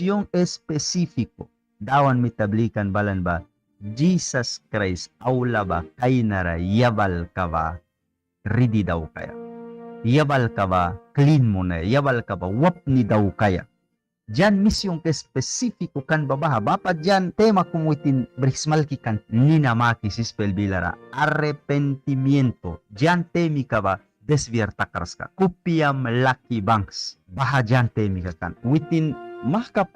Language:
Mískito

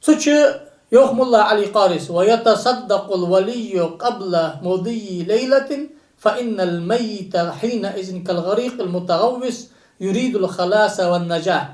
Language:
Ingush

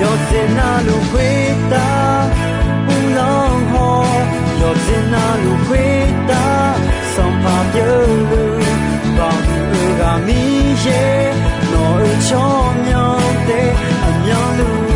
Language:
Akha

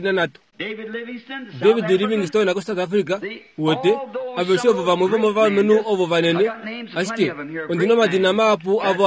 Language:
Kuanyama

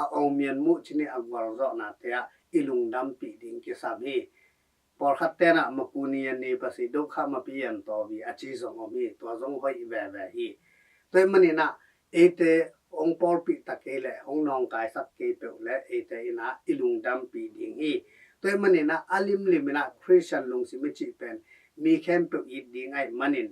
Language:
Tedim Chin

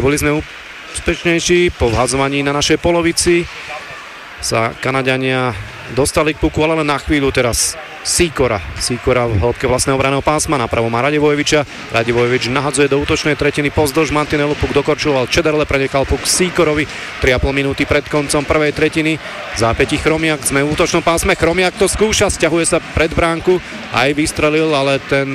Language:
Slovak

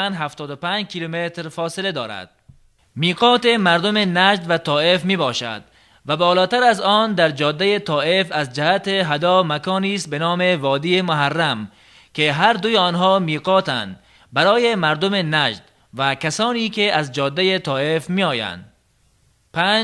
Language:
Tajik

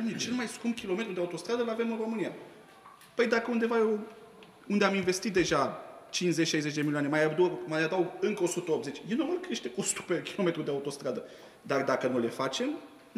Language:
Romanian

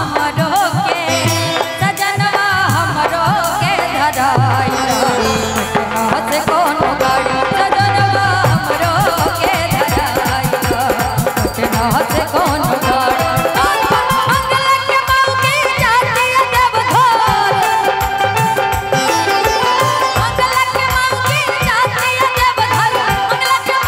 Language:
Bhojpuri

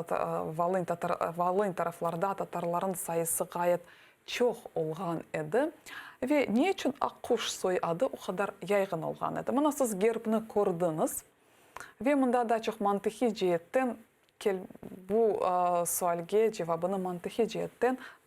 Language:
Crimean Tatar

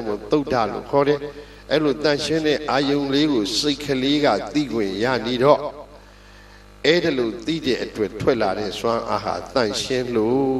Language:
Burmese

